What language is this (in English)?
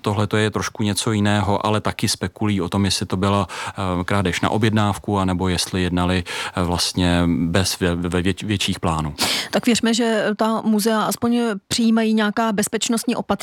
Czech